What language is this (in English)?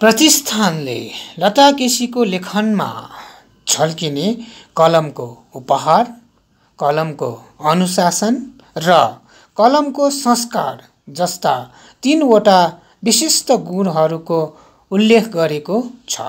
Nepali